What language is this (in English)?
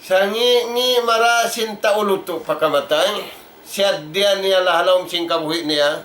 Tausug